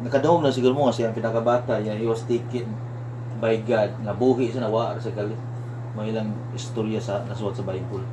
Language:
Cebuano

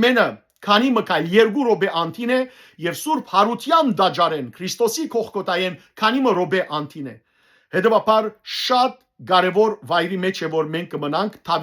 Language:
Western Armenian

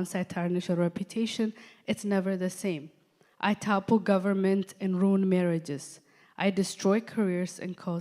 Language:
English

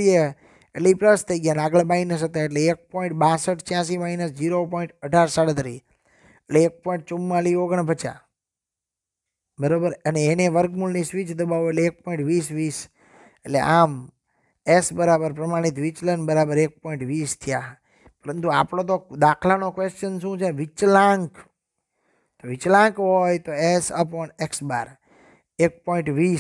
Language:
Gujarati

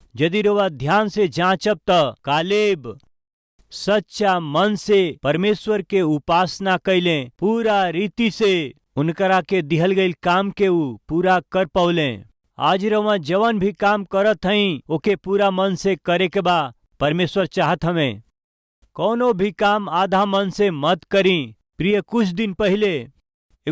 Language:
Bhojpuri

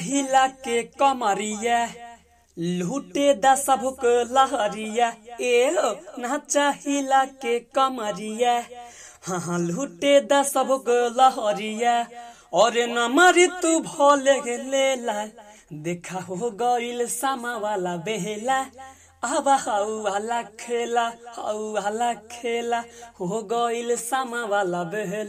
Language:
Bhojpuri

